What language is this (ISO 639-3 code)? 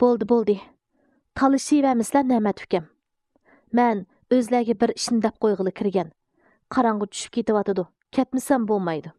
uig